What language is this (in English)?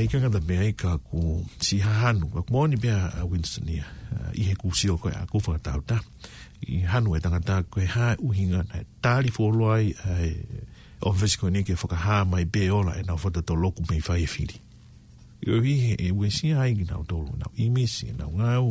Tongan